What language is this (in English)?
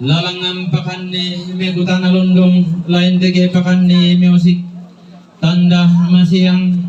Toraja-Sa'dan